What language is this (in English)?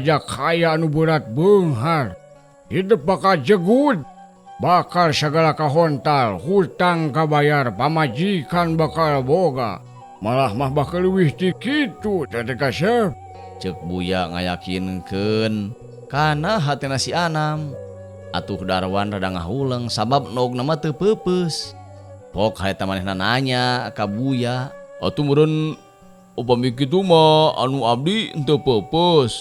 Sundanese